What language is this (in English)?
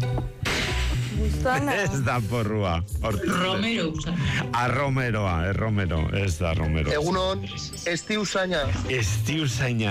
Basque